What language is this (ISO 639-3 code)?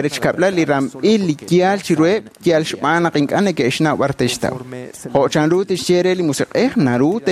kek